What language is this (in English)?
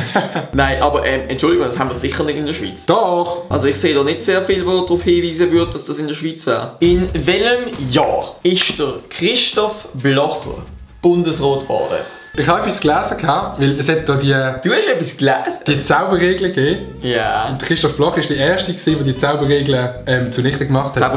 Swiss German